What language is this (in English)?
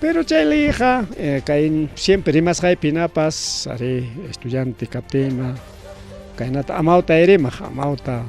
Ayacucho Quechua